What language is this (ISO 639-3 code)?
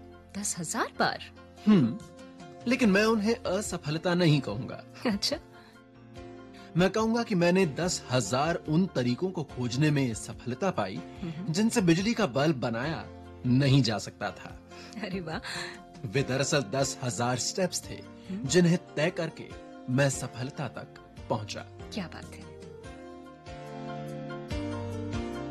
hin